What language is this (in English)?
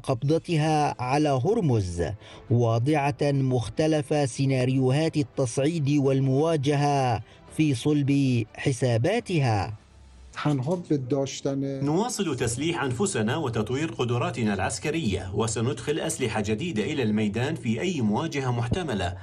Arabic